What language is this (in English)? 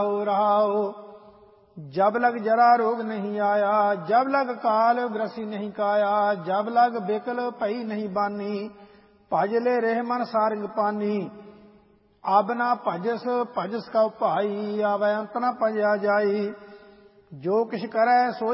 Punjabi